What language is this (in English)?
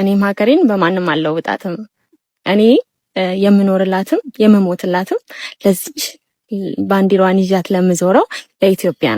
Amharic